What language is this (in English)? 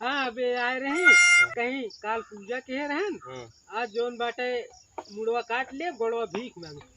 Awadhi